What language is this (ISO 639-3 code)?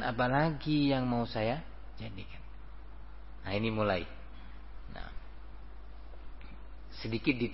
ind